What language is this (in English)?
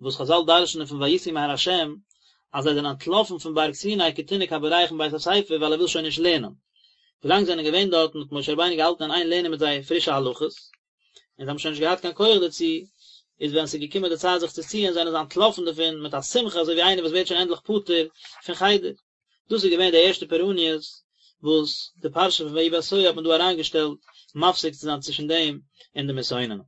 Yiddish